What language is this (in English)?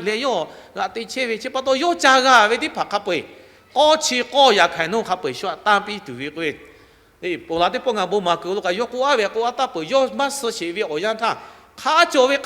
Lahu